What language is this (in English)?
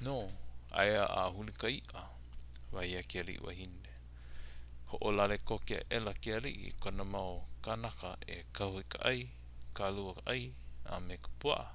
Hawaiian